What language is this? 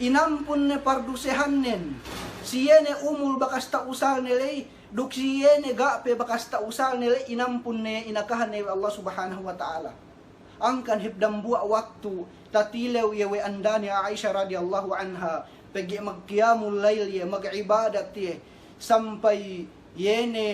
Yakan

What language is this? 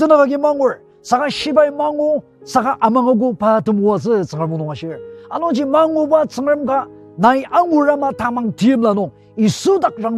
Ao Naga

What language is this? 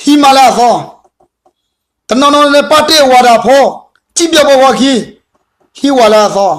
S'gaw Karen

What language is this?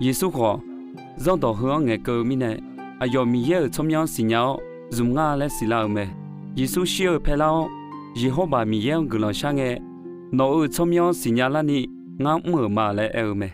Akha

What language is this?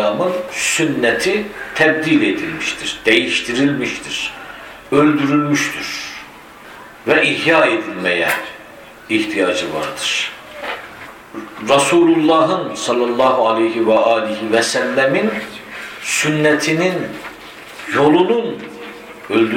Turkish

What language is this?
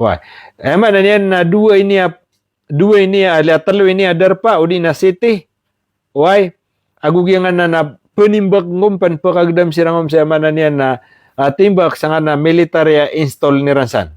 Maranao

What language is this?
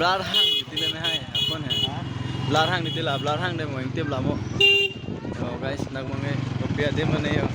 Karbi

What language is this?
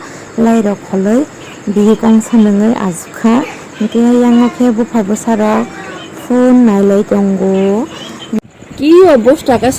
Kok Borok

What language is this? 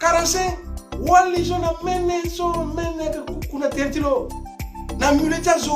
Sango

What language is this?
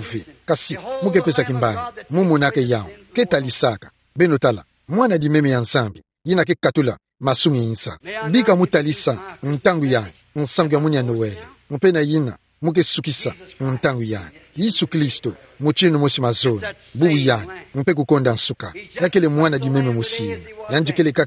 Kituba (Democratic Republic of Congo)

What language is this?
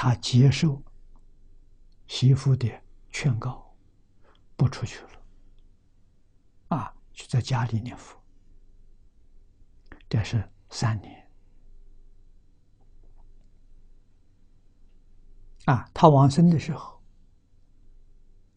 Chinese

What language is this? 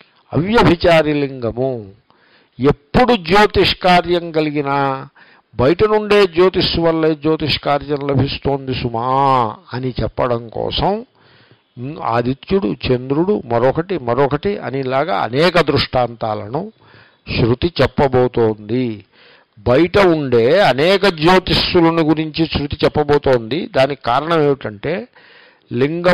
Telugu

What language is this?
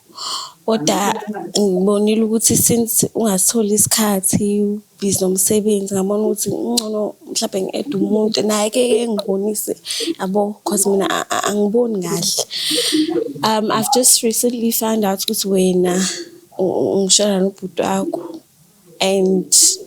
Zulu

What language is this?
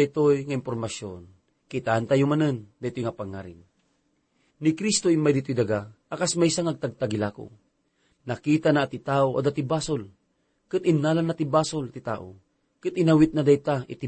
Iloko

